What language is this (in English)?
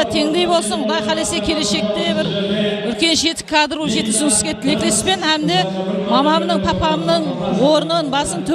Kara-Kalpak